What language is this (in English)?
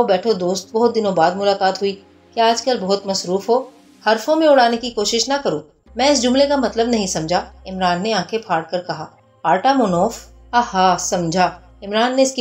Urdu